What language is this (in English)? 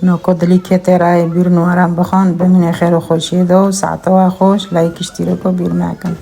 Kurdish